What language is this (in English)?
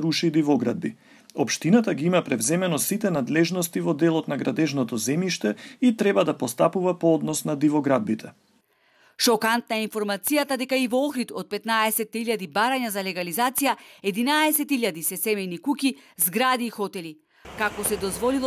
Macedonian